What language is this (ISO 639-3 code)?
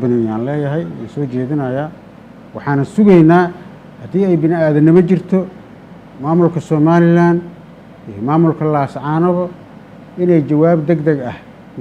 som